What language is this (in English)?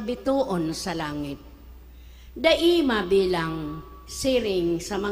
Bikol